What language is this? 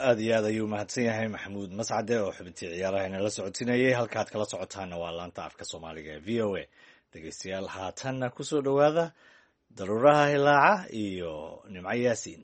Somali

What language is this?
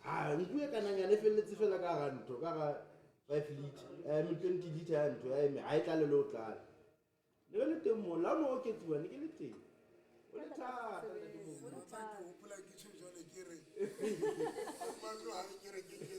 Southern Sotho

